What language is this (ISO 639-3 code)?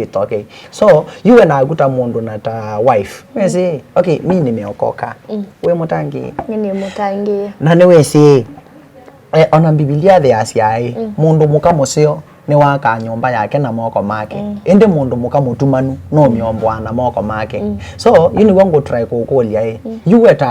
kam